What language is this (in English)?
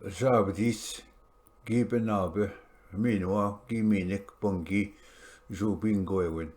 Ojibwa